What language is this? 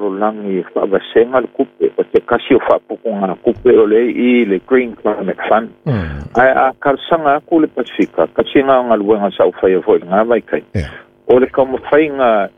Samoan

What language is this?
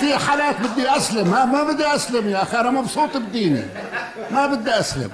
North Levantine Arabic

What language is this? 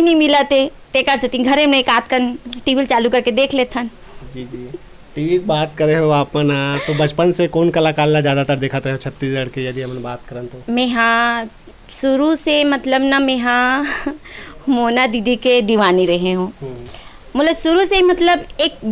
Chhattisgarhi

